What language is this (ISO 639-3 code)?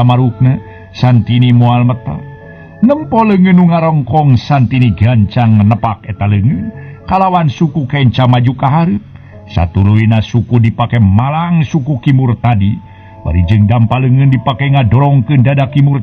sun